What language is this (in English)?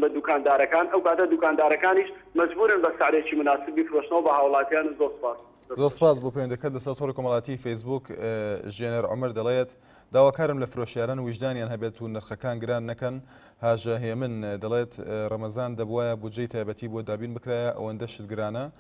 Central Kurdish